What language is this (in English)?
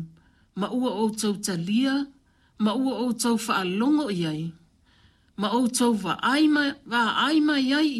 Samoan